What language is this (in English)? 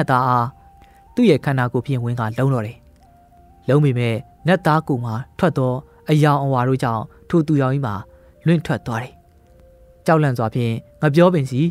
Burmese